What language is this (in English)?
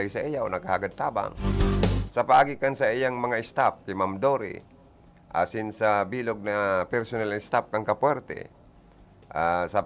Bikol